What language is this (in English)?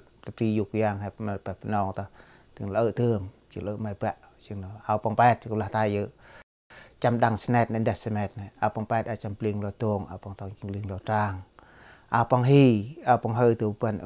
Central Mnong